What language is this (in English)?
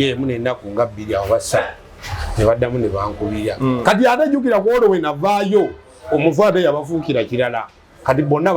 Ganda